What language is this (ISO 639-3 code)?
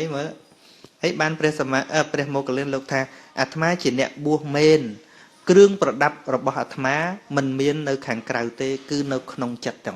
khm